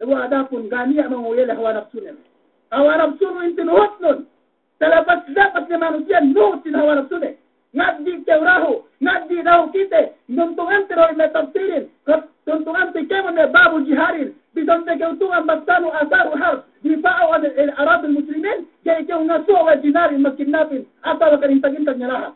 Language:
Yakan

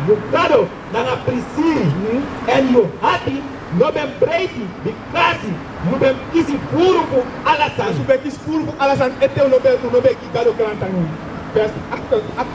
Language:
Sranan Tongo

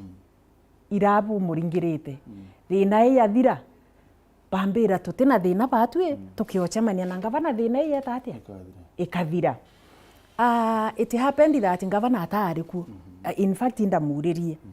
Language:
Meru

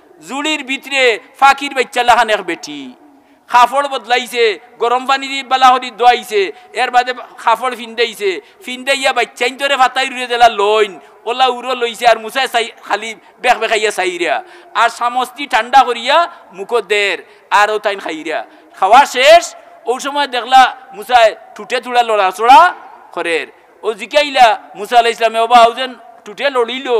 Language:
Sylheti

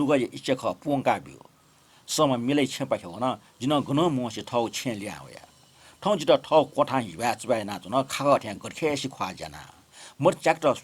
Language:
Newari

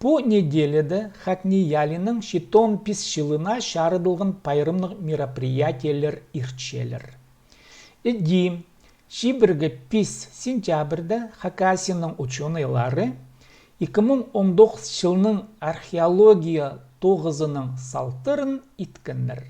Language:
Khakas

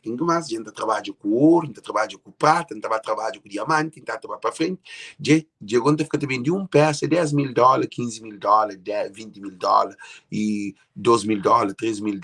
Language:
Kabuverdianu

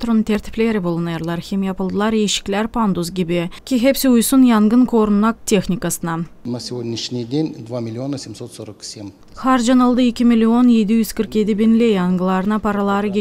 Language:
Gagauz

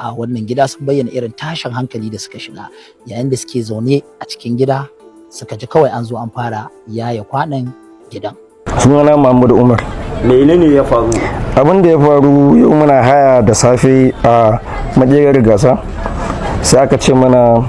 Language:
Hausa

